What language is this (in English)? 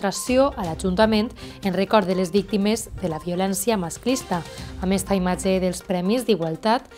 Catalan